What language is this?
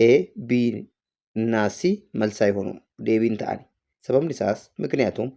English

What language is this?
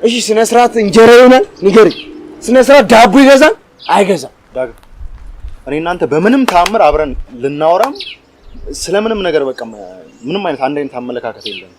Amharic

